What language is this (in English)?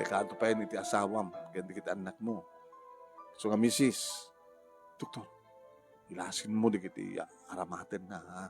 Iloko